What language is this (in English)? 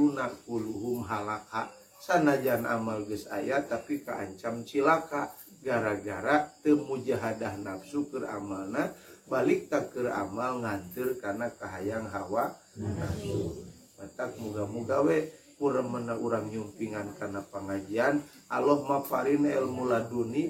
Sundanese